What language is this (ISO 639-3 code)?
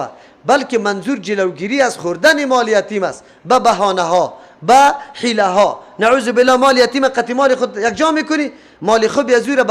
fas